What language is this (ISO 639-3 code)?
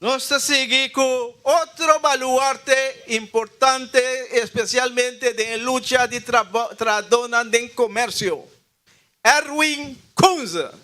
pap